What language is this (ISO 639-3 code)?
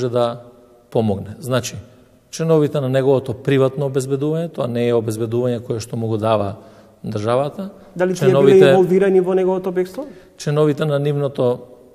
mkd